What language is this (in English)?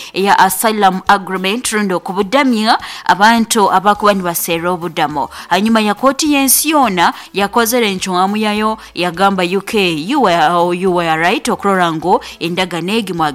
Nyoro